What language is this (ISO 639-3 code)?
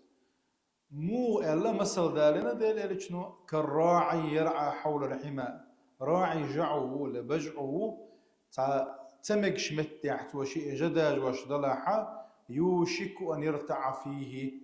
che